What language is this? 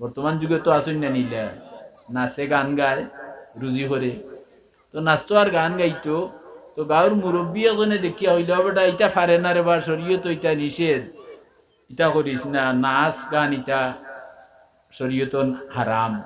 Sylheti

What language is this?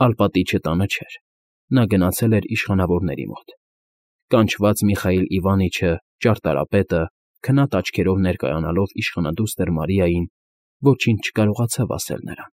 Armenian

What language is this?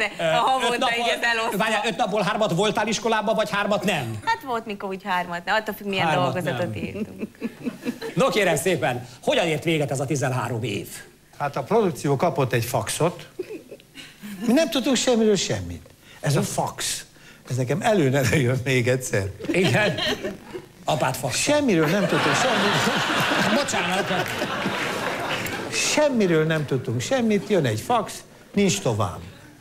Hungarian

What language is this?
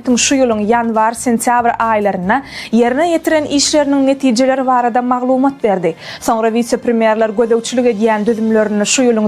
Turkmen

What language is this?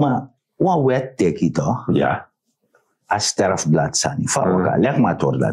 Sranan Tongo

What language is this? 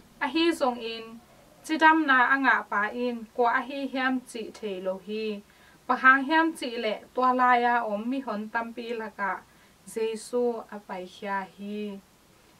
Tedim Chin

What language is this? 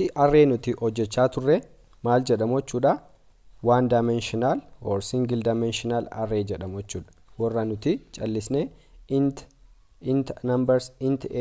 Oromo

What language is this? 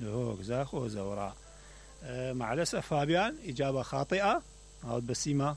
Mesopotamian Arabic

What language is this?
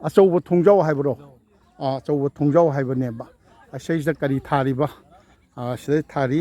Manipuri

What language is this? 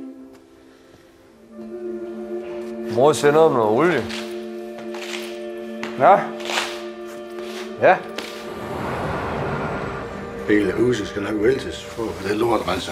Danish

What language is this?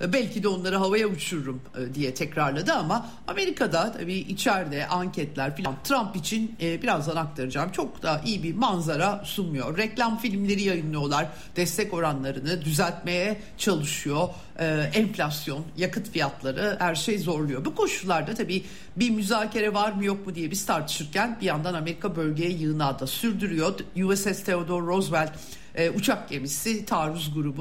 Turkish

